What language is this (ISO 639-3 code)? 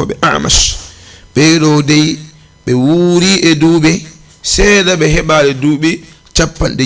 ful